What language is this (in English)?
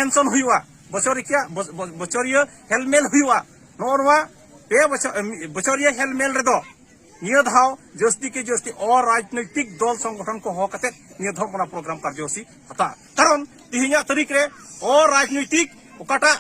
Santali